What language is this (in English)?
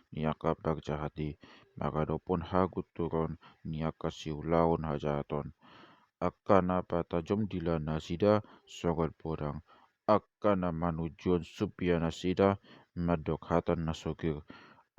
Batak Toba